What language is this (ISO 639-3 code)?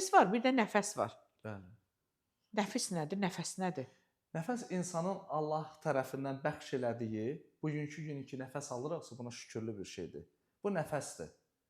aze